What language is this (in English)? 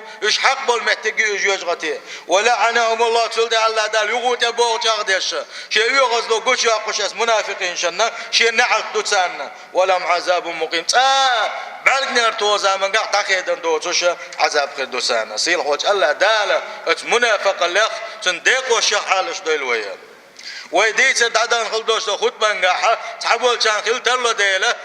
Chechen